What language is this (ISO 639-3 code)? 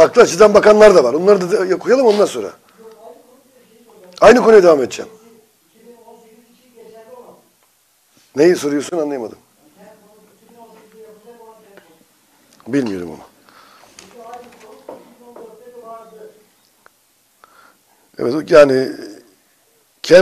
tur